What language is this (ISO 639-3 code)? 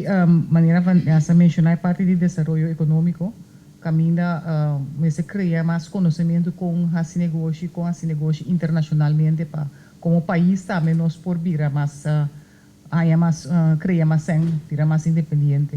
pap